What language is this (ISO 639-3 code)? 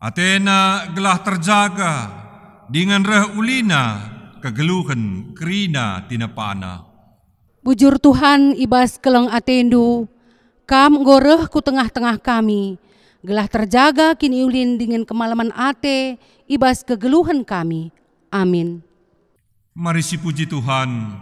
btx